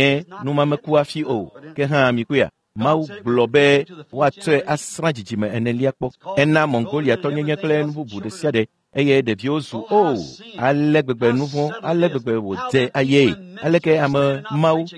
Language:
Ewe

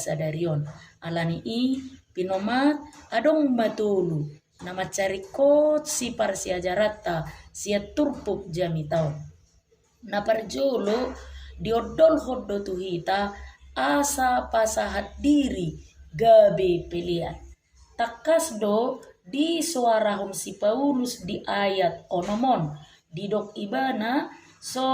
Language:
Batak Toba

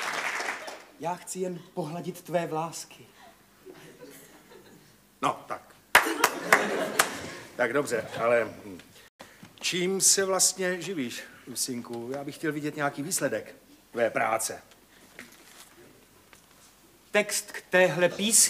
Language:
Czech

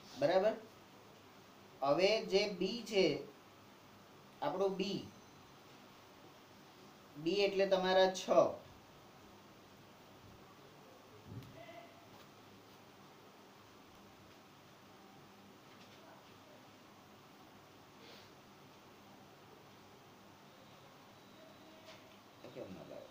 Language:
Gujarati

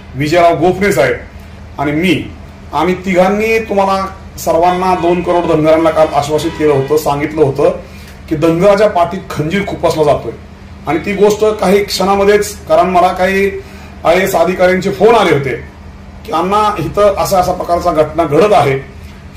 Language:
Marathi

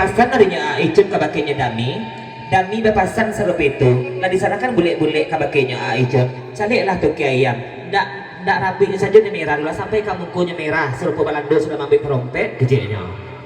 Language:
Minangkabau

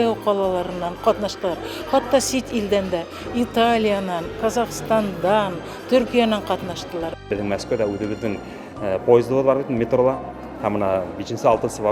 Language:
Bashkir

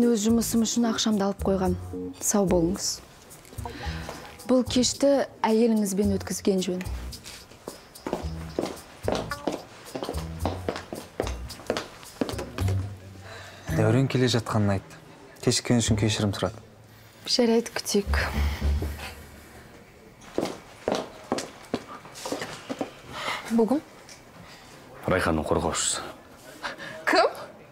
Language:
Kazakh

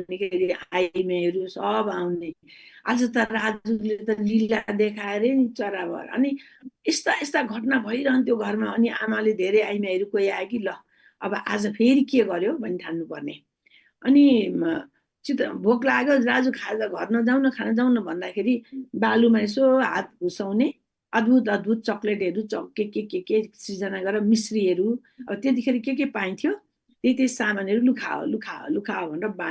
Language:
Nepali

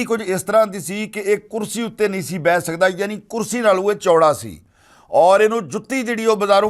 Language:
Western Panjabi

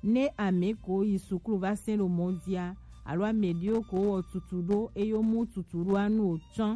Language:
Gen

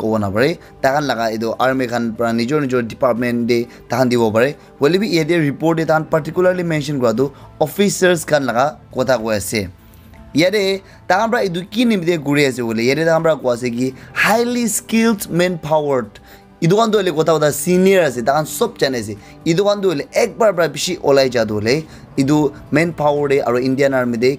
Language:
Naga Pidgin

